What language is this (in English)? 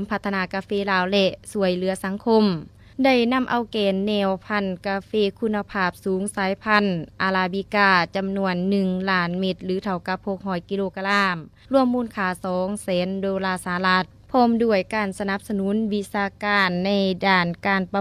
Lao